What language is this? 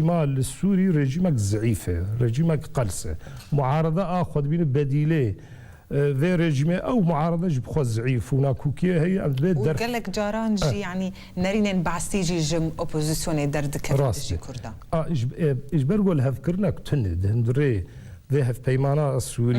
Kurdish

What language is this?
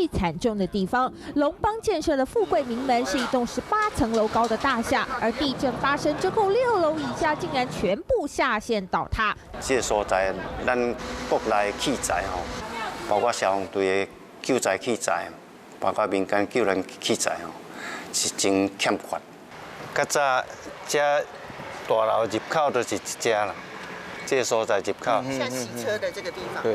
Min Nan Chinese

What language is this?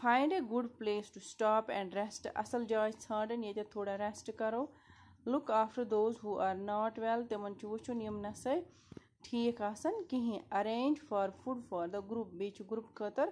Kashmiri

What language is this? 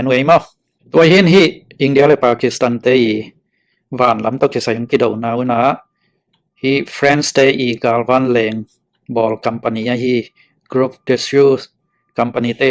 Tedim Chin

